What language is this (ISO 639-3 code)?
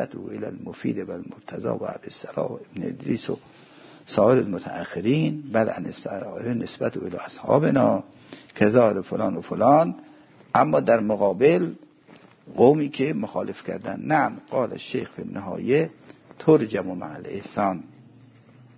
fas